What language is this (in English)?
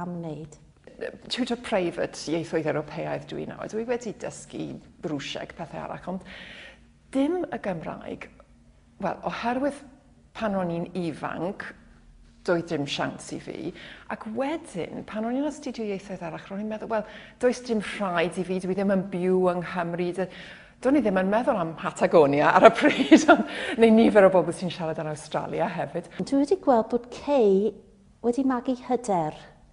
Welsh